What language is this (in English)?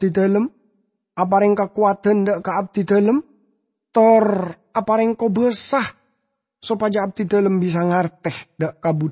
Madurese